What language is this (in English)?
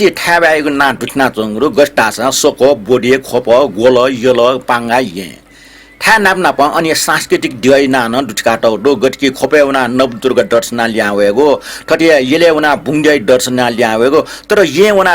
Newari